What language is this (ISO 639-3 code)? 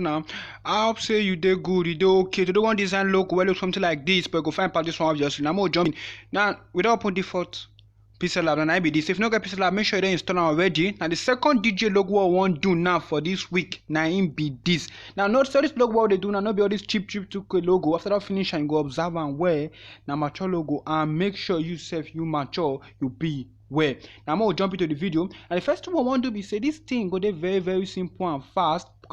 pcm